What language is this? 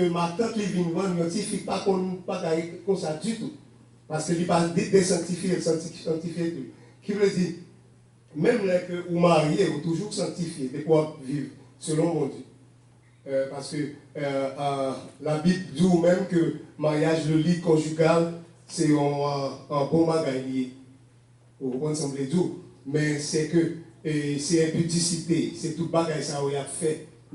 Haitian Creole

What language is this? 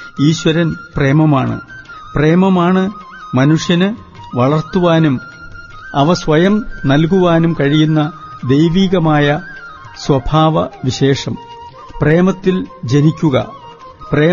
Malayalam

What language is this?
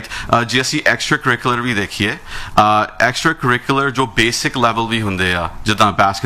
Punjabi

